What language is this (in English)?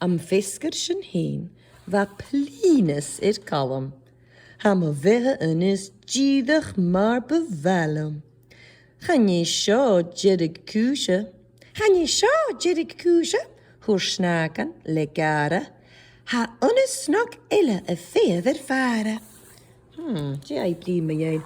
Scottish Gaelic